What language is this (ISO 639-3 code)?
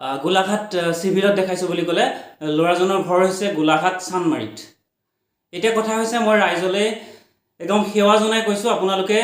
asm